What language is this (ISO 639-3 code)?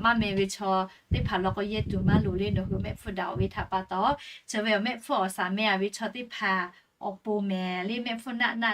lhu